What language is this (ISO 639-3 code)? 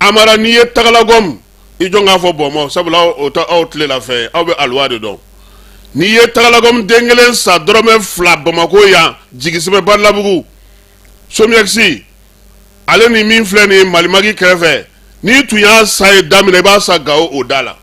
bam